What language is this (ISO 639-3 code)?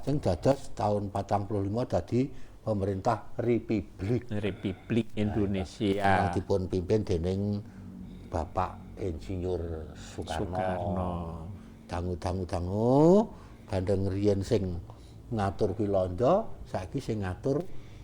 jav